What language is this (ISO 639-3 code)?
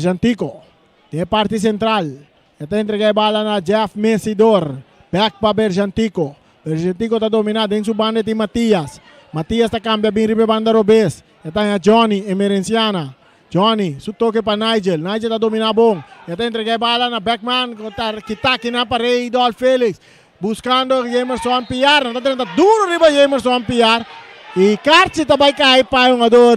pap